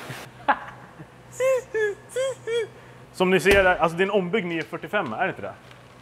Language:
Swedish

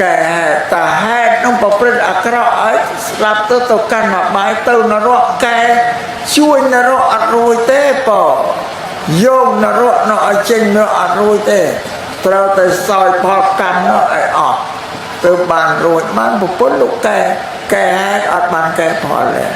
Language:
Khmer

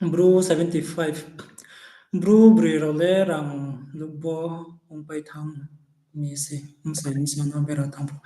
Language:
Riang (India)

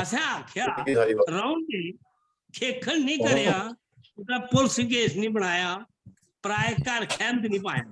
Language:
Dogri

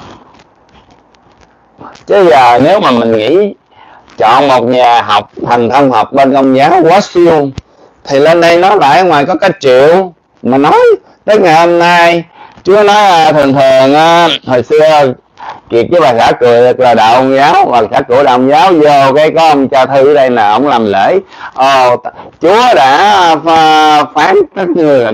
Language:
Vietnamese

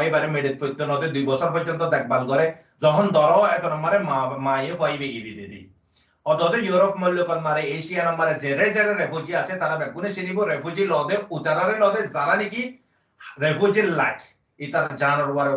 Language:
Rohingya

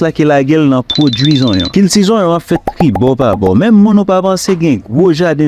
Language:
Haitian Creole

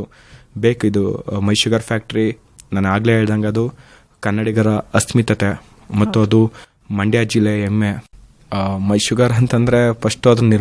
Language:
Kannada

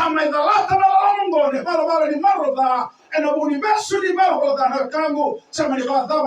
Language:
Fijian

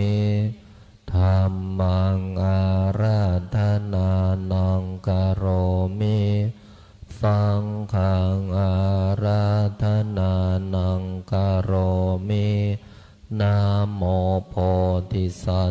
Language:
Pali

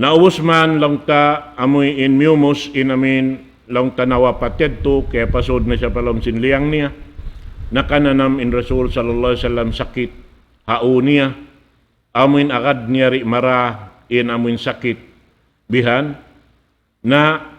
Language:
Tausug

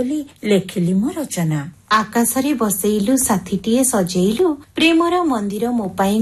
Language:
Odia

